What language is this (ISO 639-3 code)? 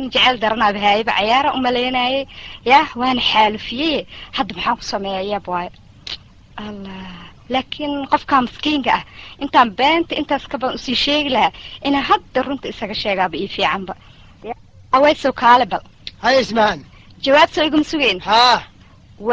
som